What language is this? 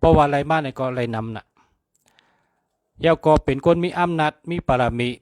Shan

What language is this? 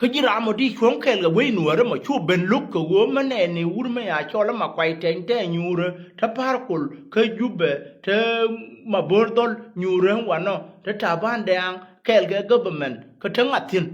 Nuer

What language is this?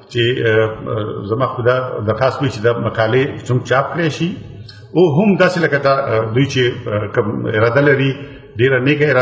Pashto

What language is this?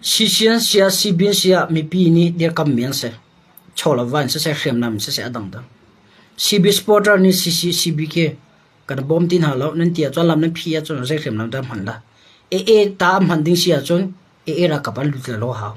Hakha Chin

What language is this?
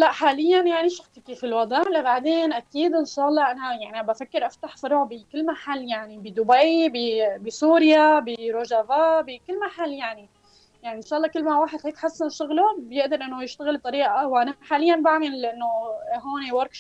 North Levantine Arabic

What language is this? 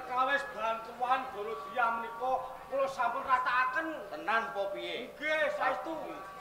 Javanese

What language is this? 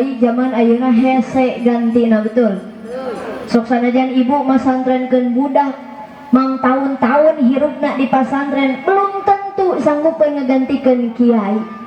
Sundanese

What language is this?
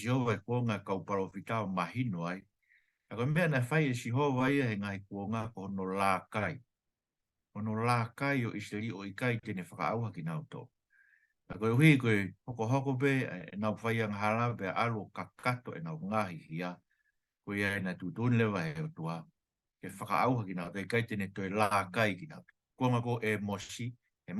Tongan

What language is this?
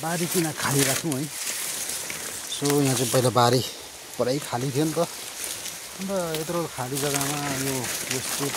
Nepali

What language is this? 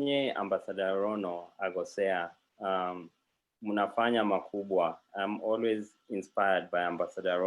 Kalenjin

